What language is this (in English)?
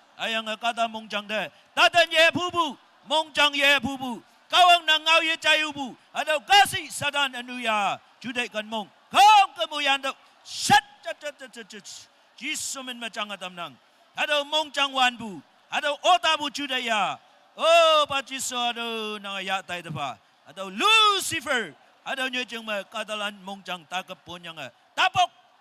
Naga Pidgin